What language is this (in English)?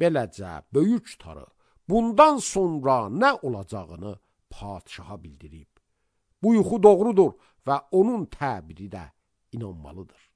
Azerbaijani